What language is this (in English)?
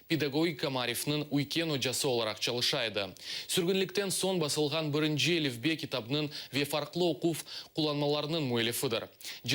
Crimean Tatar